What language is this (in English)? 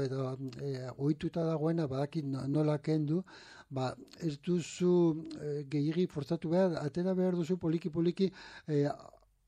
Basque